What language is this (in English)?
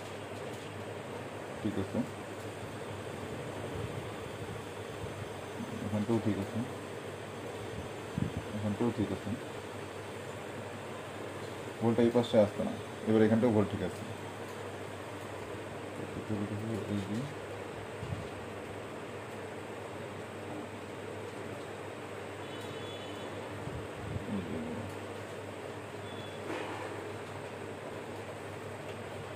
Bangla